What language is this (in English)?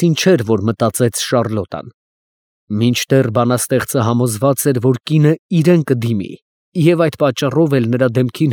Armenian